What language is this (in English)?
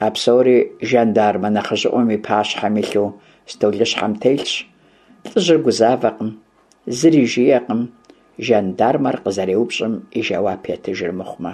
Kabardian